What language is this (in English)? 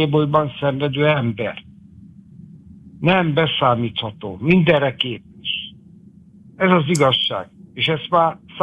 Hungarian